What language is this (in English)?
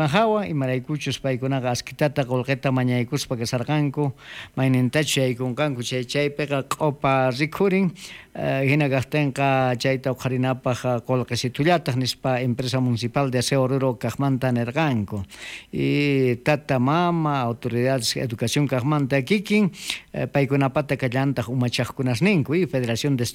South Bolivian Quechua